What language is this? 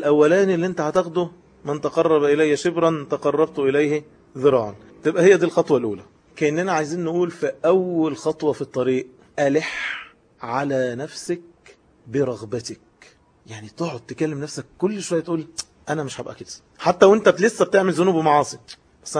Egyptian Arabic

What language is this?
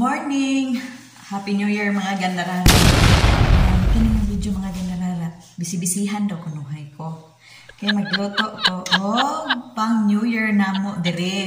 Cebuano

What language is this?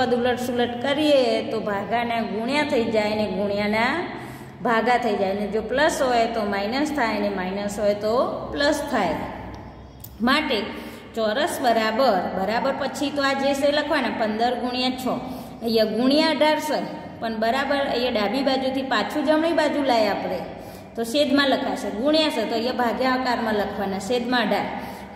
Gujarati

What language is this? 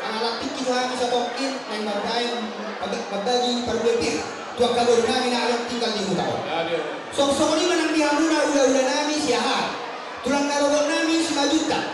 Batak Toba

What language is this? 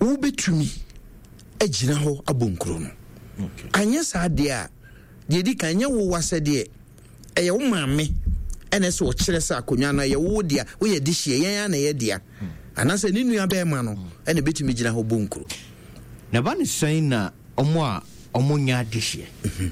Akan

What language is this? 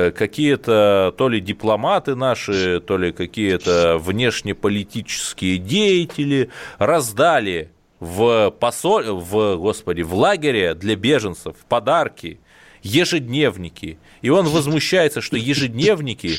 Russian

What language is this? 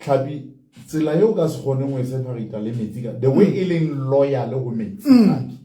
Southern Sotho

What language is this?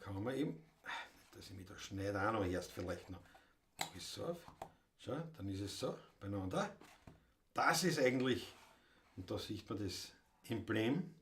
Bavarian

